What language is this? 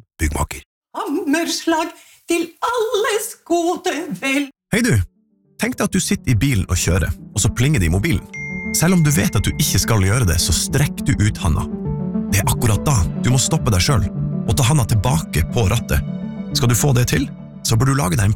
Norwegian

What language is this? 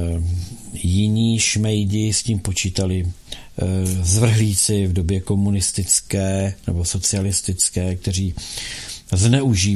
Czech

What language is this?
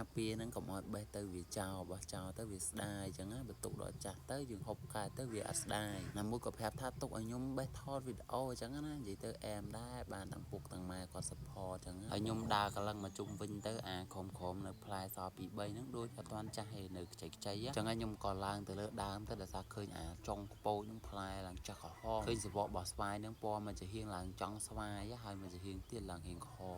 Khmer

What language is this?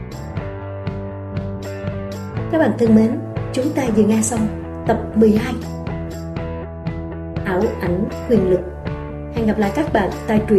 Vietnamese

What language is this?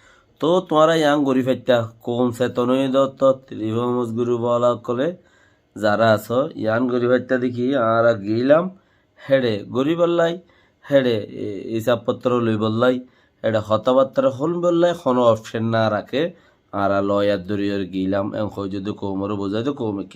Rohingya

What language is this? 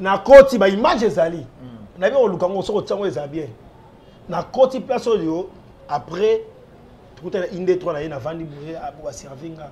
Lingala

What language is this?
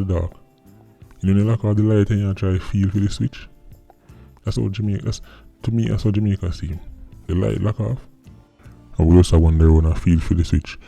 Jamaican Creole English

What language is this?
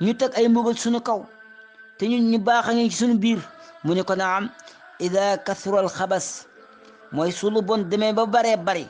Wolof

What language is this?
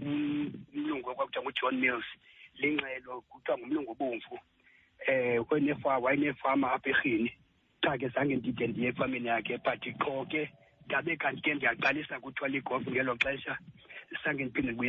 Xhosa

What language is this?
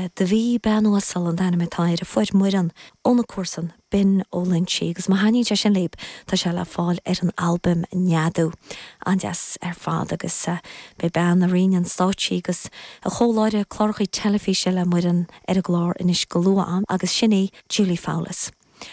Irish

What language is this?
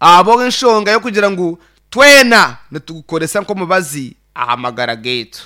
Nyankole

